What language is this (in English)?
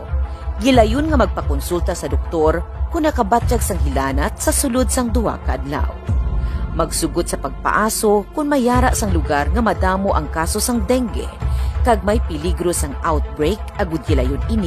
Hiligaynon